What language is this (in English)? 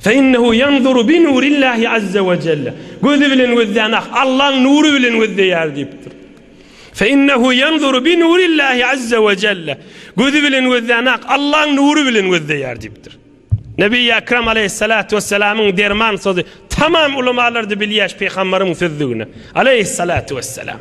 Turkmen